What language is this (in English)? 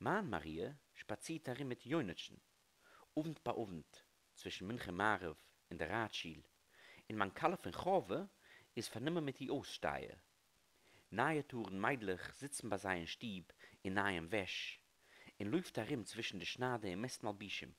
Yiddish